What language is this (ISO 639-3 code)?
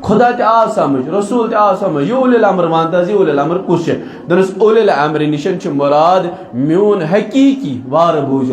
kas